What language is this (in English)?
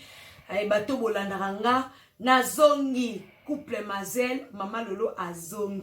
Lingala